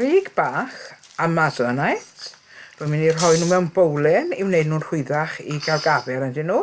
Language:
Welsh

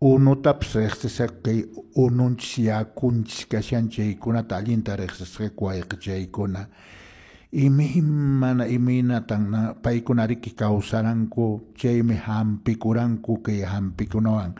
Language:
Quechua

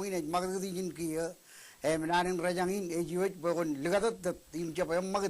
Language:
Marshallese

